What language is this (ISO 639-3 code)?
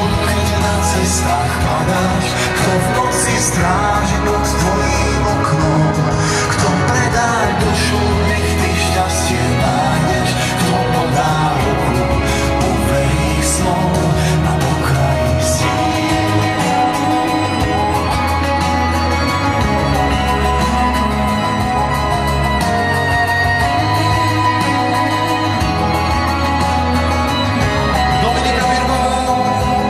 slk